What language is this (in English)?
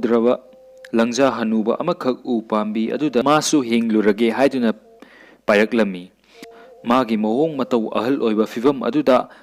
Manipuri